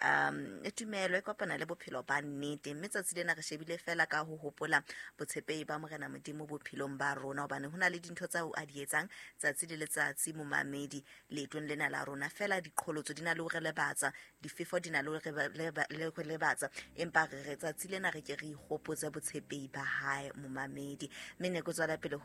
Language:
Southern Sotho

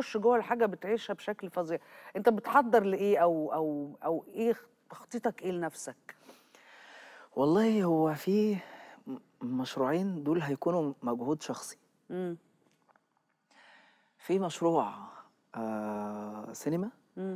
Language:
Egyptian Arabic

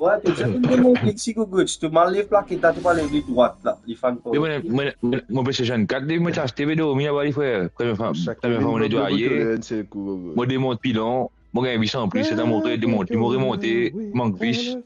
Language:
Morisyen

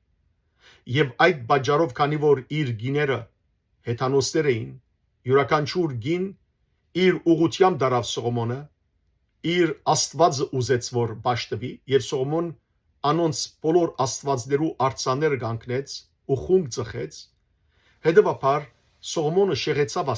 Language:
Western Armenian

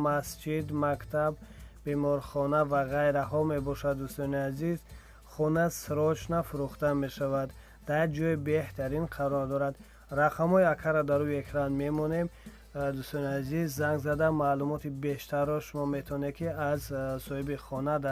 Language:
Tajik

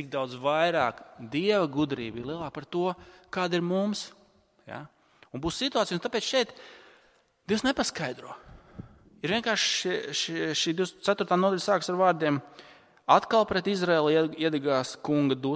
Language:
Latvian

